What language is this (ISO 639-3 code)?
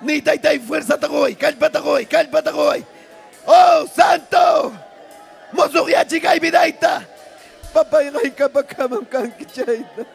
quy